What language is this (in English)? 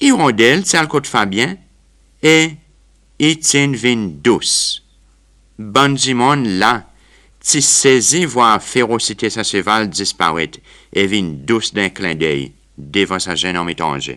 Seselwa Creole French